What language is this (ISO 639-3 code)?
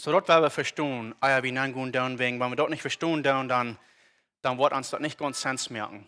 pdt